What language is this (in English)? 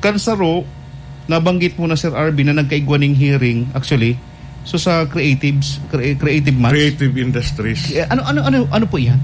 Bikol